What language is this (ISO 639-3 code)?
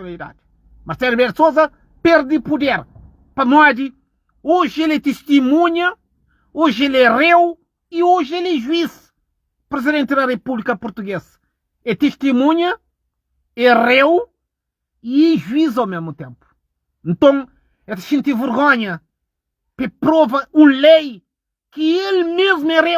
kea